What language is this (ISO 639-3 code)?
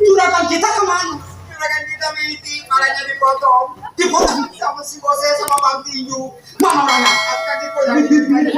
bew